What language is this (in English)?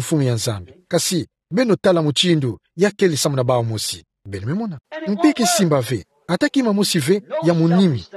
Kituba (Democratic Republic of Congo)